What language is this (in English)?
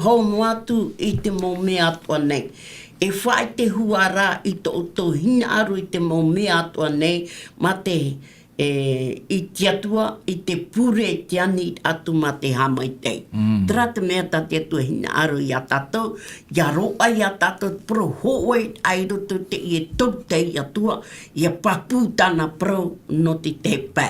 Tahitian